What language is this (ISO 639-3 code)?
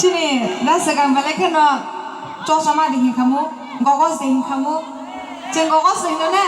trp